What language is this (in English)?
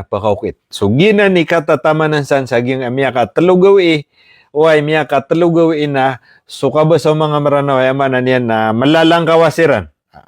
Maranao